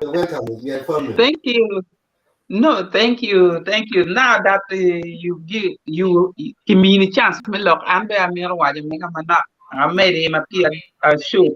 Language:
Acoli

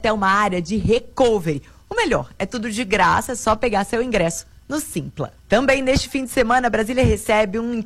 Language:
Portuguese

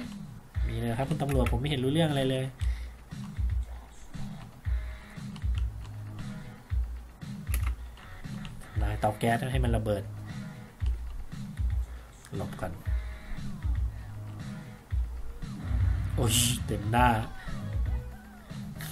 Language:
Thai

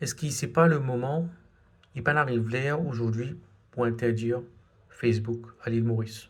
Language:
Morisyen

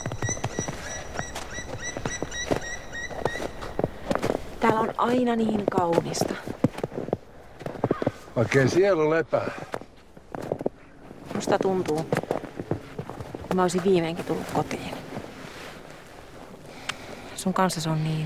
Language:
Finnish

